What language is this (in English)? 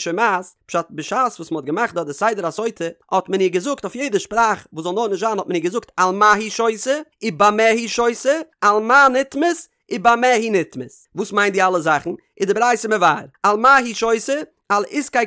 Yiddish